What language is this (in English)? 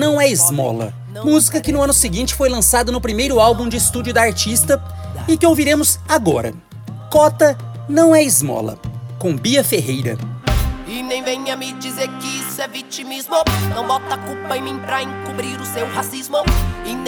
Portuguese